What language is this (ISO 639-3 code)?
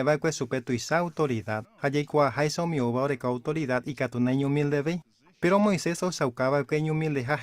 grn